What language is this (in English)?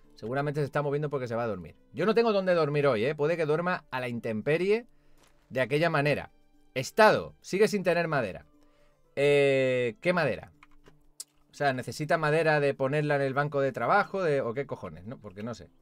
Spanish